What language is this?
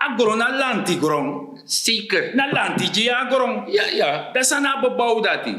Sranan Tongo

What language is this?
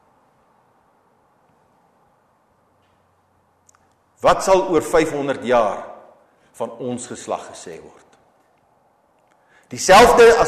Afrikaans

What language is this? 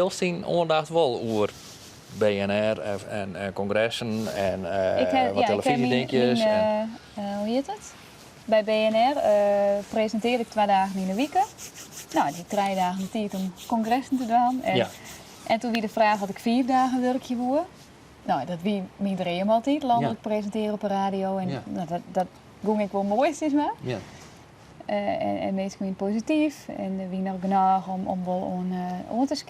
Western Frisian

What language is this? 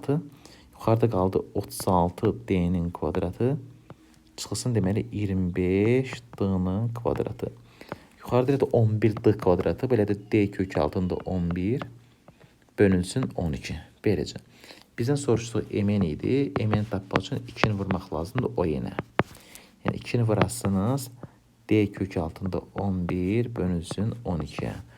Azerbaijani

